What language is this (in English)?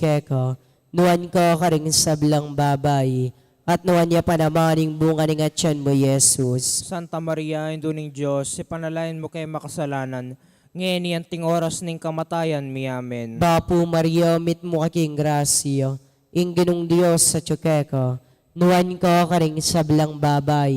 Pampanga